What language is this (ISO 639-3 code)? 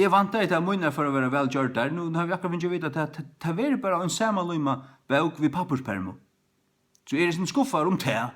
fao